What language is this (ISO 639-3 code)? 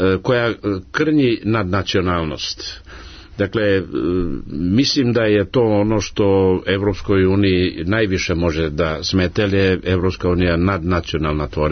srp